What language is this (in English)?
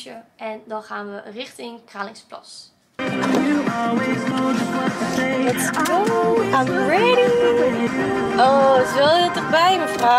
Dutch